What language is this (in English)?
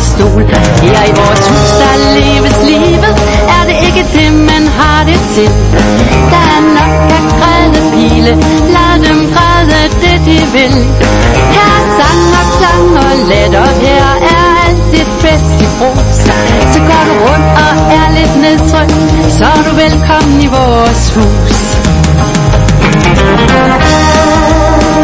Danish